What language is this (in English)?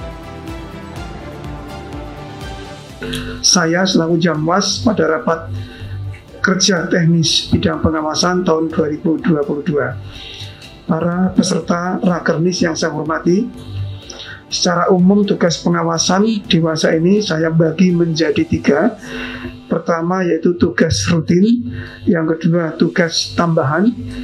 Indonesian